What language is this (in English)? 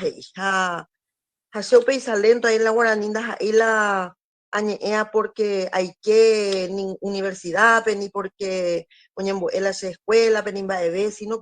Guarani